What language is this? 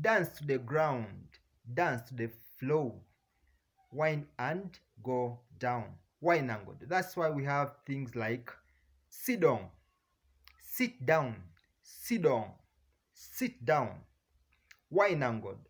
Jamaican Creole English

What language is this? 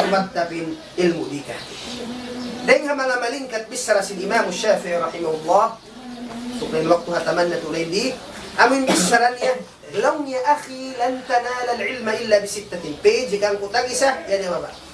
Tausug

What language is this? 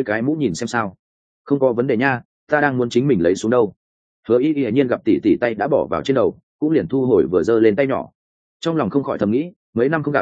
Vietnamese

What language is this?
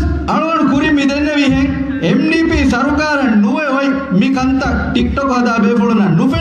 Divehi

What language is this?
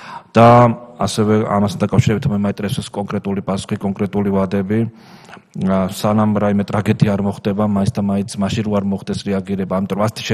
Georgian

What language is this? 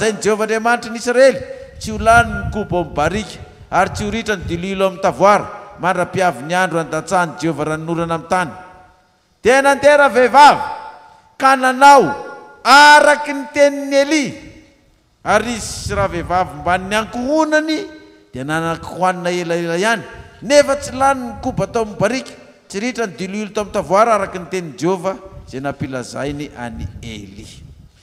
Malagasy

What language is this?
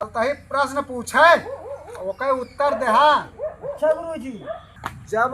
Awadhi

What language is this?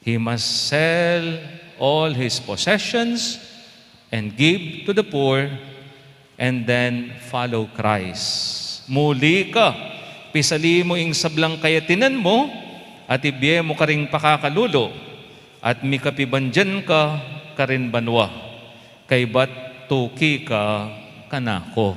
Pampanga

